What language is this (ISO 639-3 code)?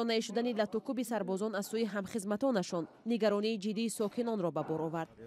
tgk